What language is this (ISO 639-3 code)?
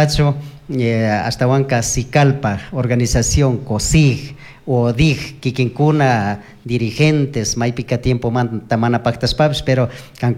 qug